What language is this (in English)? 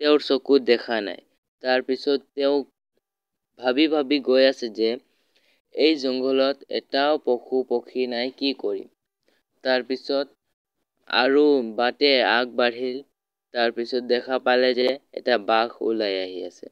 Assamese